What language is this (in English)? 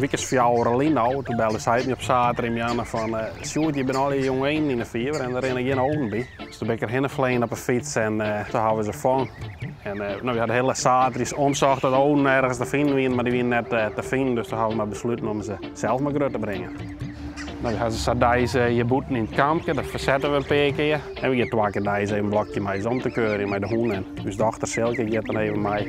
Western Frisian